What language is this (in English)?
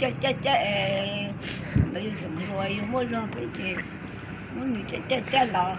Hmong